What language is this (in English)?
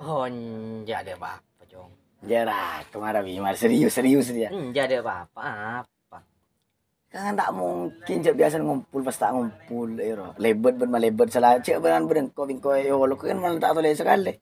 Madurese